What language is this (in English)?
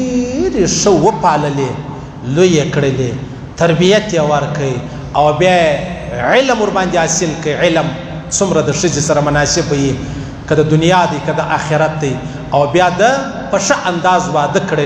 Pashto